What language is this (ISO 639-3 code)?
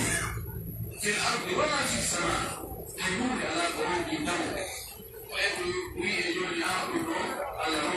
fuf